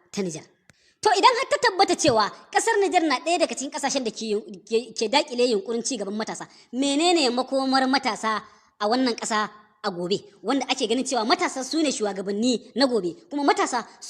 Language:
Hausa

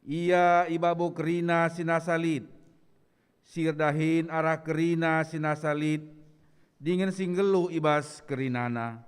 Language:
Batak Karo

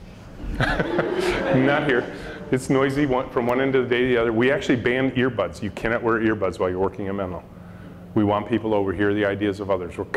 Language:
English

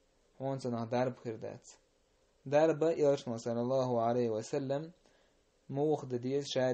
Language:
Chechen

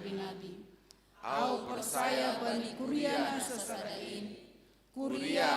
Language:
Batak Simalungun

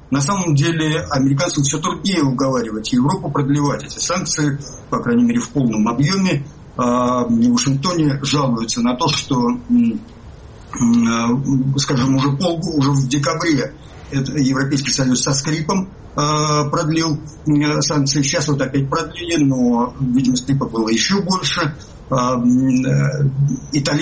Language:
Russian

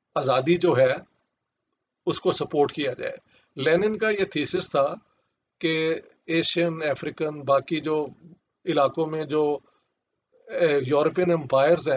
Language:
Urdu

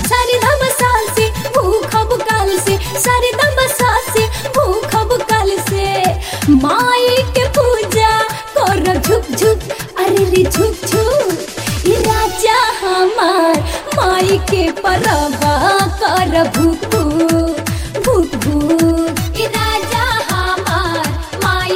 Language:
Bhojpuri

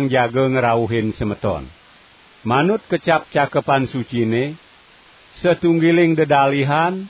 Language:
Balinese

